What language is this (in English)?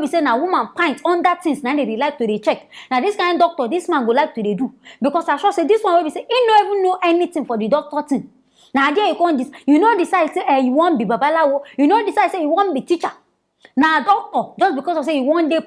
Nigerian Pidgin